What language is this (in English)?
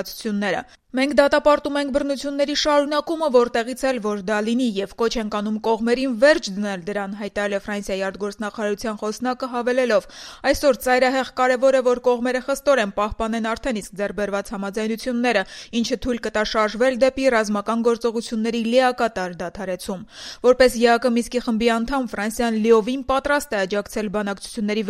Armenian